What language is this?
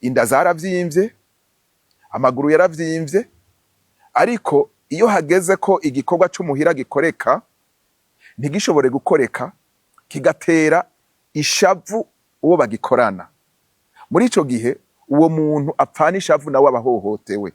Rundi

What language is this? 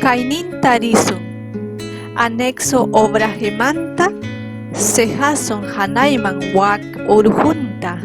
Ayacucho Quechua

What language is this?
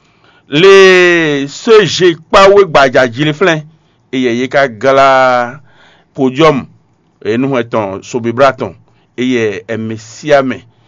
Fon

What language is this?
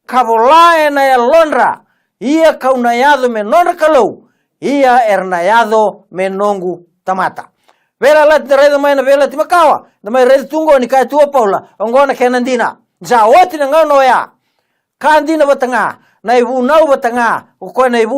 Fijian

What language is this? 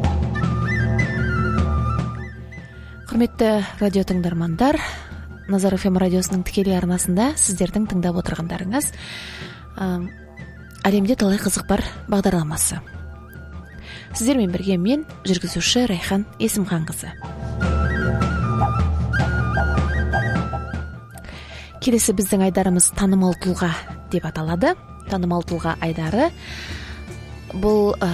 Kazakh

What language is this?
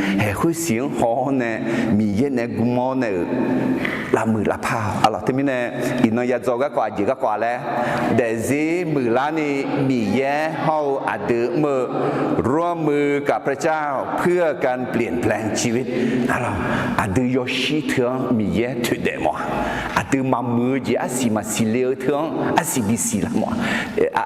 Akha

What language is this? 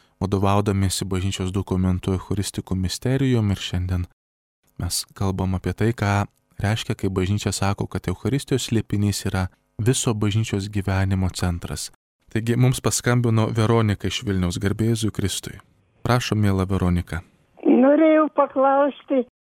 Lithuanian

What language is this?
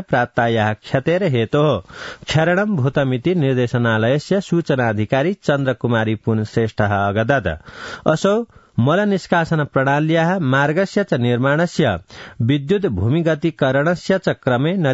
Sanskrit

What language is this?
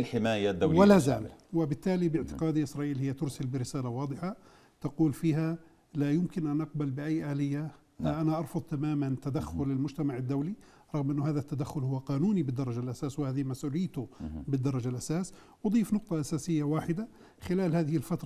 Arabic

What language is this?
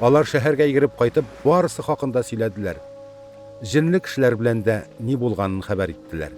Tatar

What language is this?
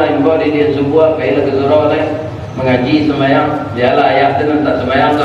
Minangkabau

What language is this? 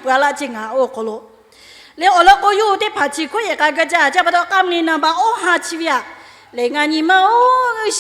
Lahu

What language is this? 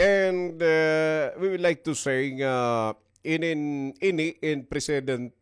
Waray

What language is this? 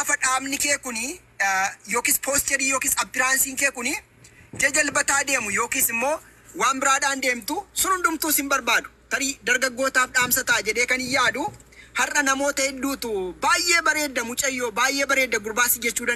Oromo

